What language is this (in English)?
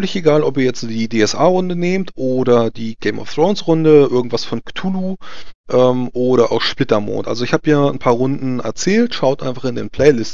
German